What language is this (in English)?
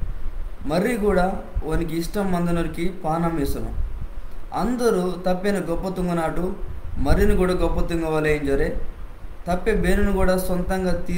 Koya